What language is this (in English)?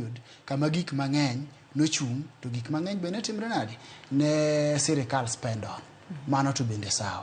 Luo (Kenya and Tanzania)